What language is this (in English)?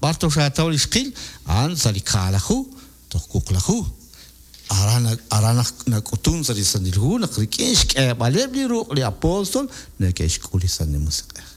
Kekchí